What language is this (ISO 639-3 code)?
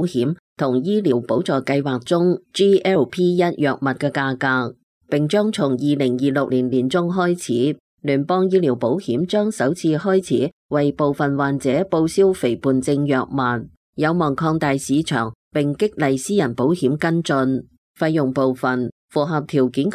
yue